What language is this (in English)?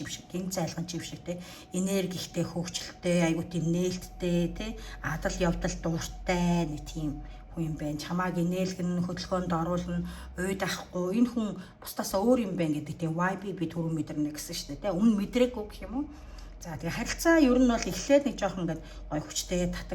Mongolian